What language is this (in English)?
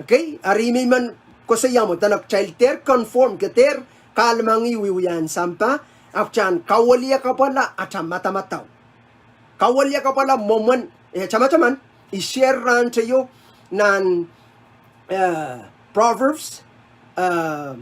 Pohnpeian